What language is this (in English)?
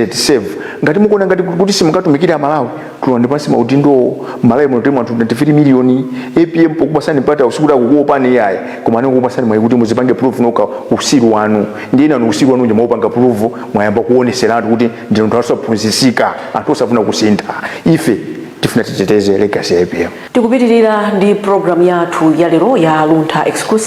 Nyanja